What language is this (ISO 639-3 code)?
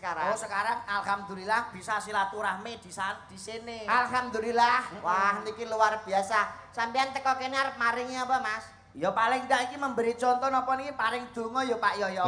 jav